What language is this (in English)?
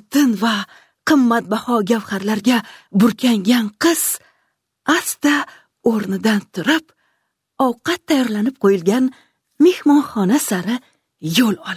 Uzbek